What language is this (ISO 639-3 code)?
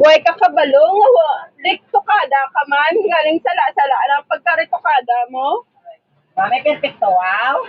hil